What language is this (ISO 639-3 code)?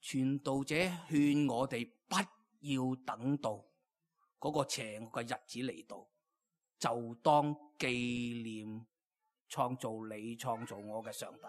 yue